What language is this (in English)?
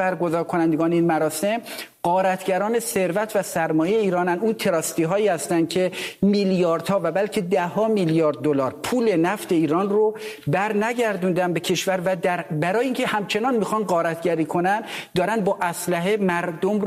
Persian